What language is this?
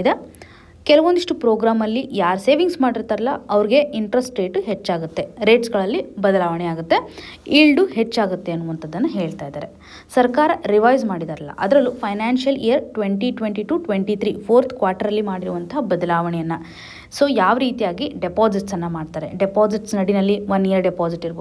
Kannada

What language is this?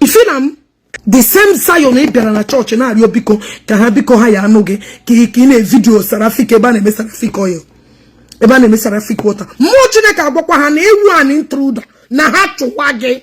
Igbo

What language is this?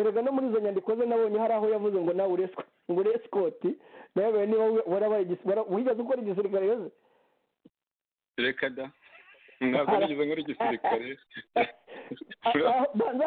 Kinyarwanda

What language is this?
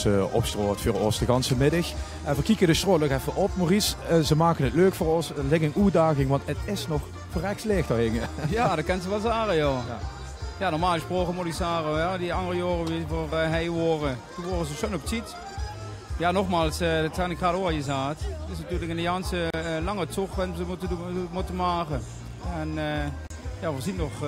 Limburgish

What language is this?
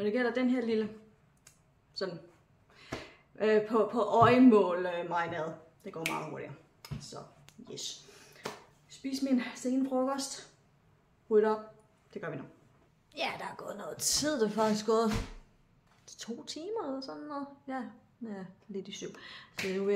Danish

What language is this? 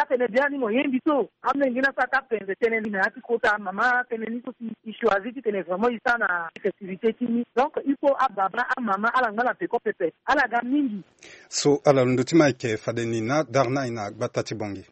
Sango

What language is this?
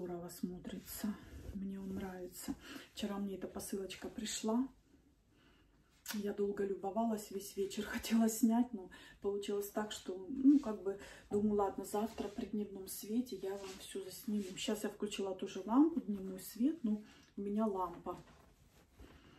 Russian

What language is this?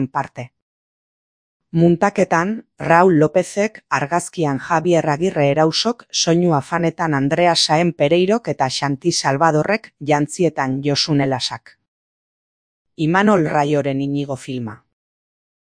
Basque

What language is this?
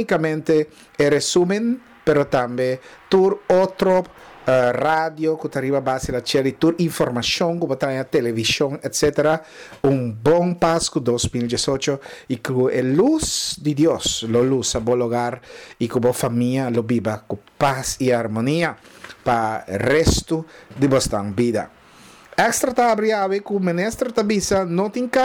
Papiamento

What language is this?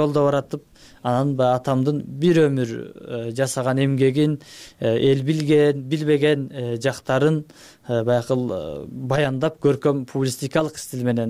Kyrgyz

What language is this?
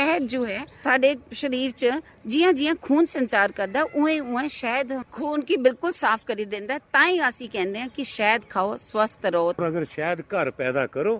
Dogri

